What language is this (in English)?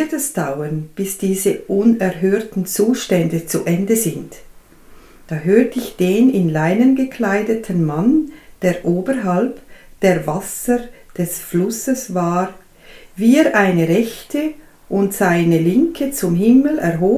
Swiss German